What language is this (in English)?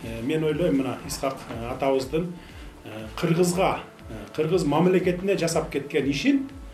Kyrgyz